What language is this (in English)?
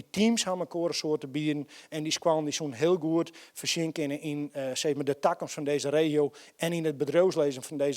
Western Frisian